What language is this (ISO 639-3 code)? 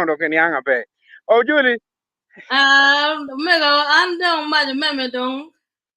ach